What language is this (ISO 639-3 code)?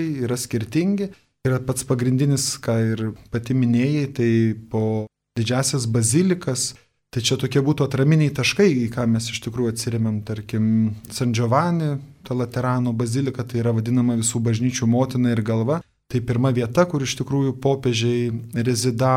lit